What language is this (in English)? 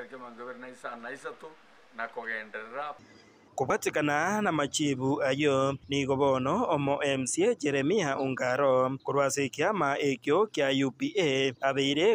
Gusii